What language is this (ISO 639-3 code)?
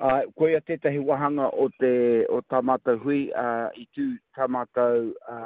mri